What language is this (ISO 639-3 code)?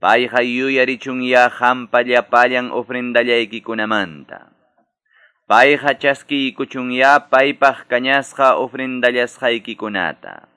que